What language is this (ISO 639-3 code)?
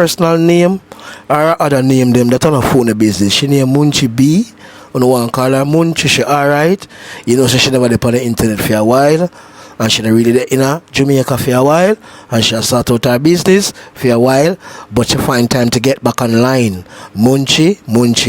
jam